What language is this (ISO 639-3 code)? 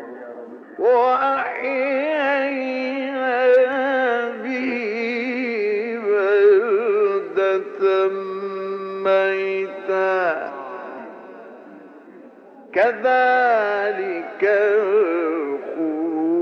ara